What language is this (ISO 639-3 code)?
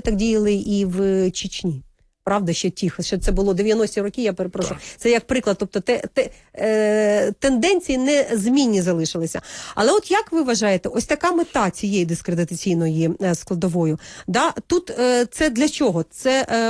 ukr